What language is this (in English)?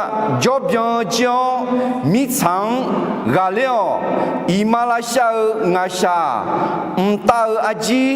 Akha